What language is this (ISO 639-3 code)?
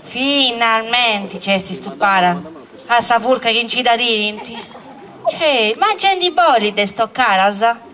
srd